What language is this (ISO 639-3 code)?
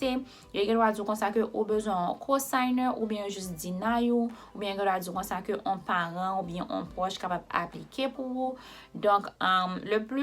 hat